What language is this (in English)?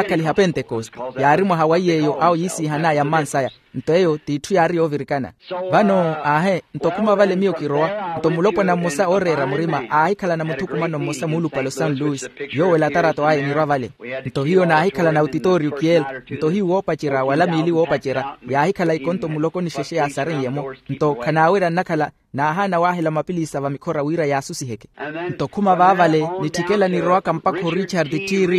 Makhuwa